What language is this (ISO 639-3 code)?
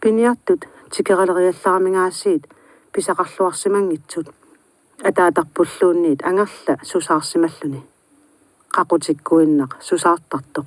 kal